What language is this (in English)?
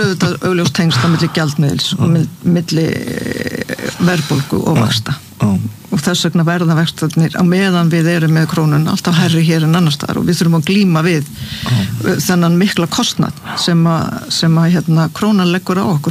Icelandic